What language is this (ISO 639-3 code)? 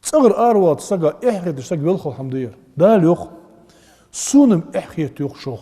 inh